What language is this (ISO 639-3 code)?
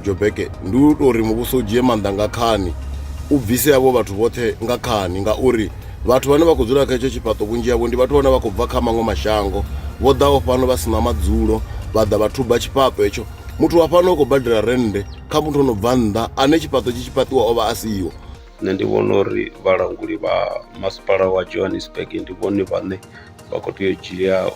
ven